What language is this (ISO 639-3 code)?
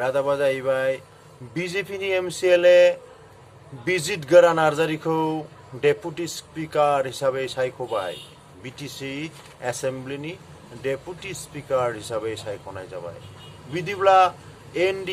brx